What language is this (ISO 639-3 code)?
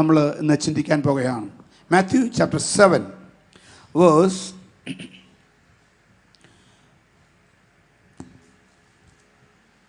mal